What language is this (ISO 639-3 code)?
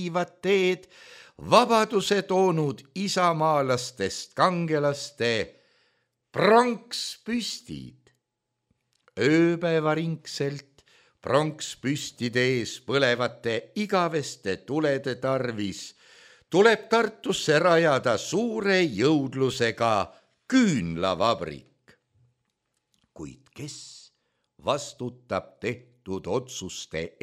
est